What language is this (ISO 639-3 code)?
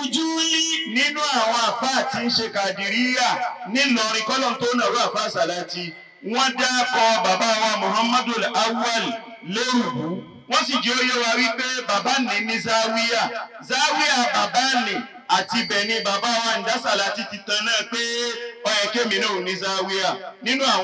yor